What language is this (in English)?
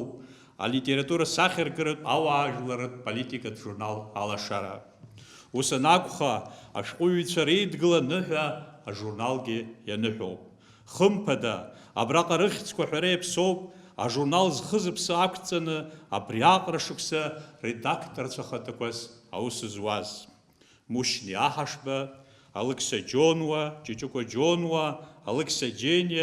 Abkhazian